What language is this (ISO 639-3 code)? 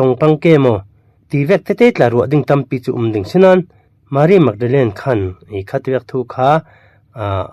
cfm